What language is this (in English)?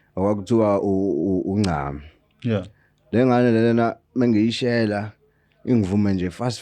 Zulu